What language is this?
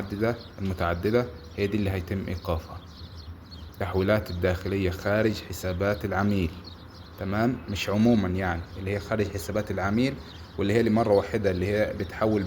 Egyptian Arabic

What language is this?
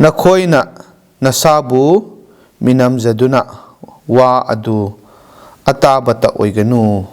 Manipuri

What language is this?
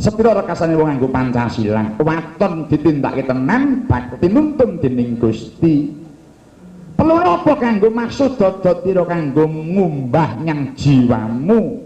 Javanese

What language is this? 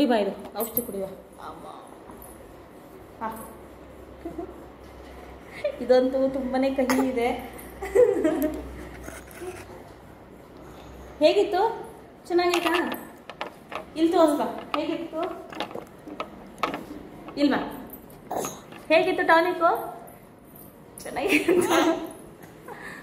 Kannada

